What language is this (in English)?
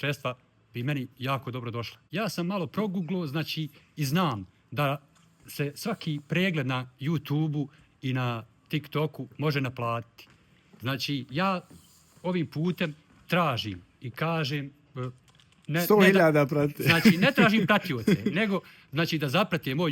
Bosnian